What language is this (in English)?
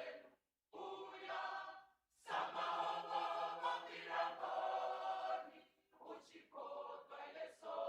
Venda